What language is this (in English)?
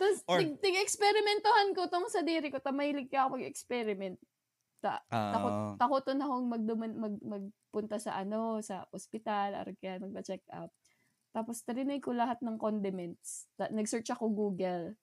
Bikol